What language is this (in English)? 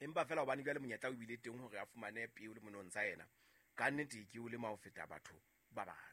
Southern Sotho